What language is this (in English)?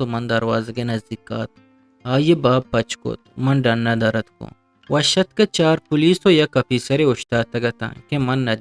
Eastern Balochi